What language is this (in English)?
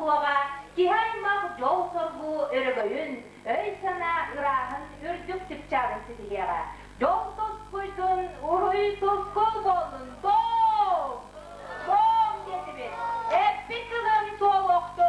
Yakut